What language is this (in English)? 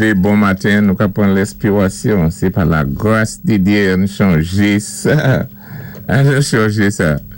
Saint Lucian Creole French